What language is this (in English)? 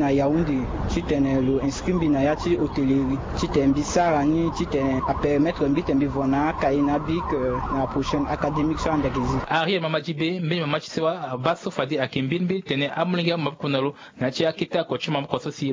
Sango